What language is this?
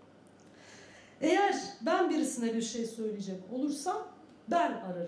Turkish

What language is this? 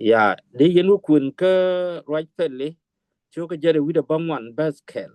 Nuer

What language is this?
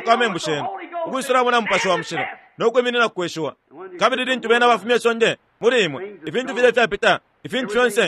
Bemba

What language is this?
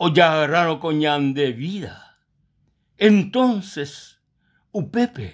Guarani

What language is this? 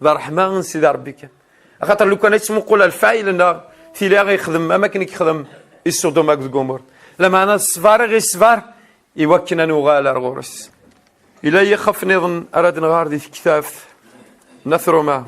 Kabyle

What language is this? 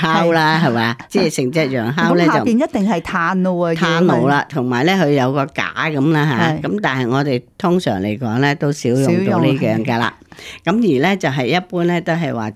Cantonese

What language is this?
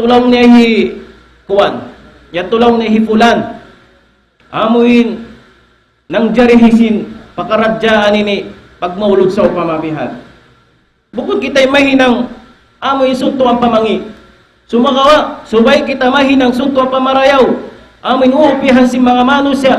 Tausug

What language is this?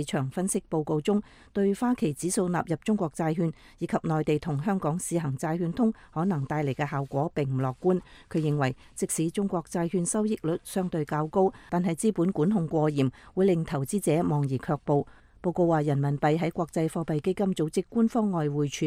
Cantonese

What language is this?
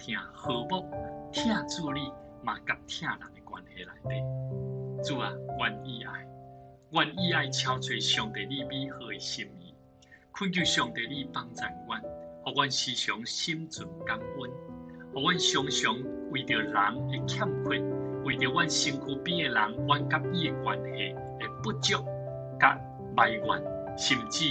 Min Nan Chinese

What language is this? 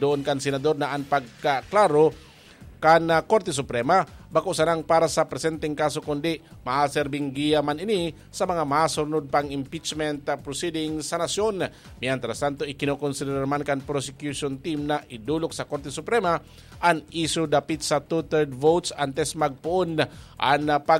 Bikol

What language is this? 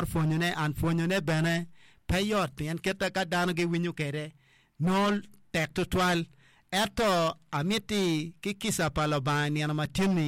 Acoli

